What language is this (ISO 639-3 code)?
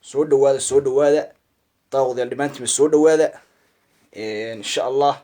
som